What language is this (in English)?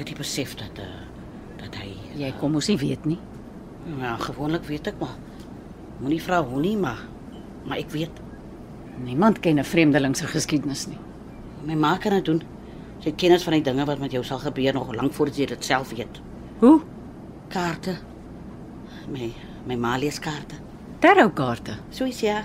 Afrikaans